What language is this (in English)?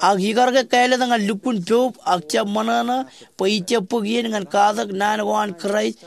Marshallese